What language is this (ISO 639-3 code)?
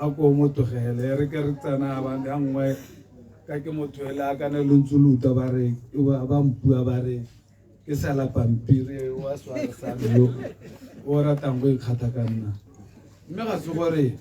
tsn